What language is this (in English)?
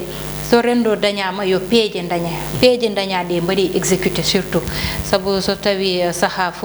Fula